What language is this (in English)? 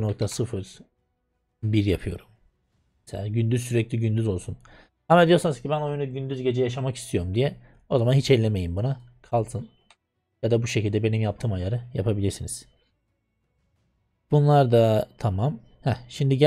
Turkish